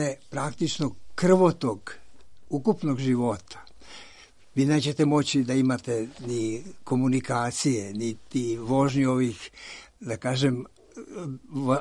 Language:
Serbian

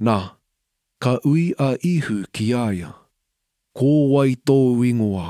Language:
Māori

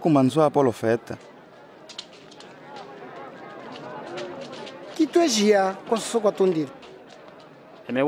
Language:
Kimbundu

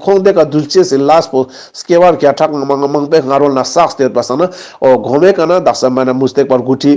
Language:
Ladakhi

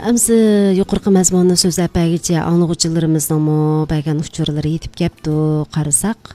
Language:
Uyghur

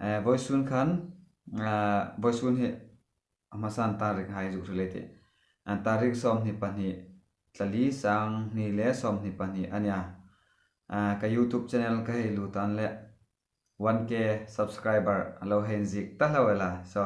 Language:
Hmar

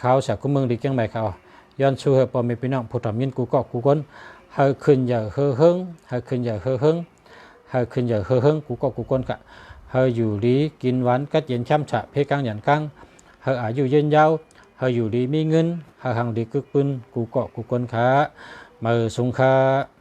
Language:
Shan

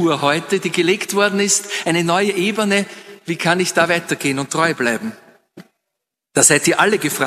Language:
German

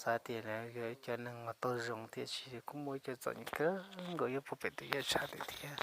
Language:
Hmong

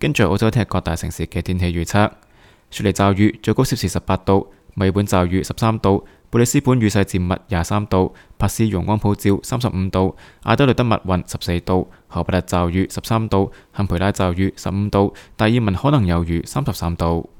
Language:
Cantonese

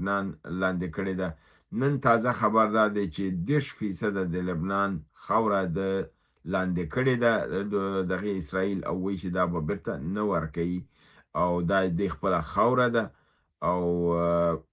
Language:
Pashto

